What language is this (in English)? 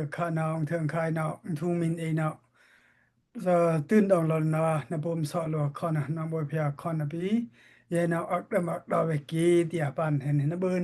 Dimasa